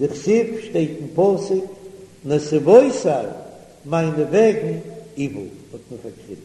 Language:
Yiddish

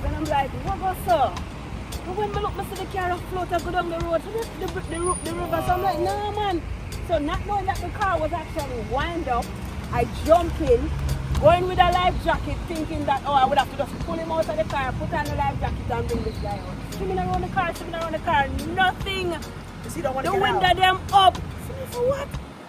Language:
Jamaican Creole English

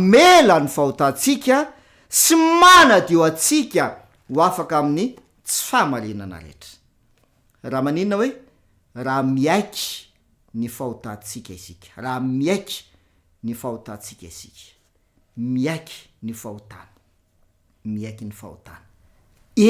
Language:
Malagasy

